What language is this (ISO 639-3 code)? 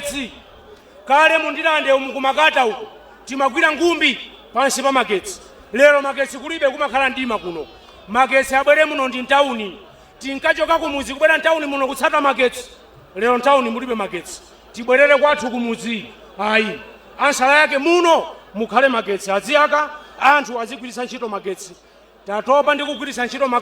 nya